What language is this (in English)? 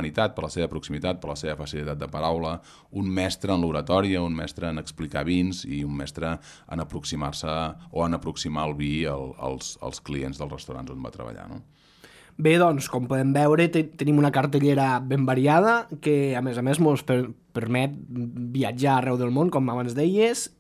Catalan